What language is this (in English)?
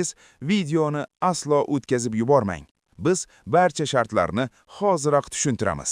Uzbek